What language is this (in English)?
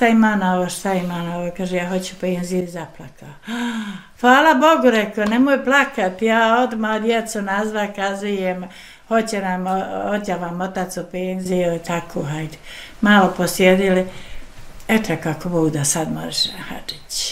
Bosnian